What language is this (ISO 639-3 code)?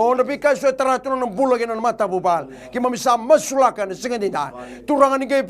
fij